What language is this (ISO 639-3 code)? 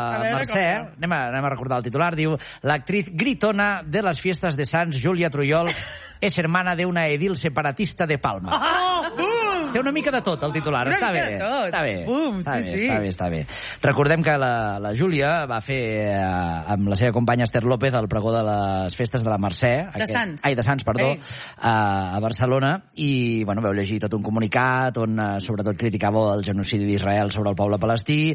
cat